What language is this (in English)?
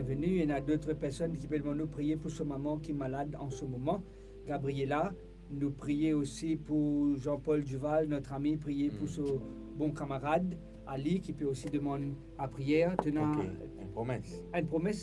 Morisyen